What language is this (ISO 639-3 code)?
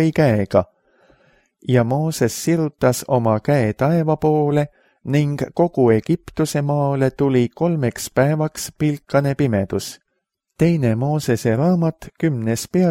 est